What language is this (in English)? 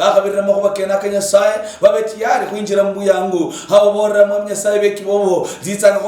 Luyia